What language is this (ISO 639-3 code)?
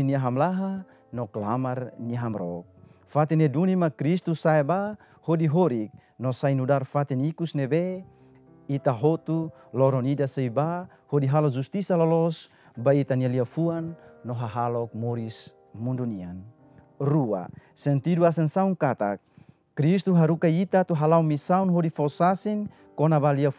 tet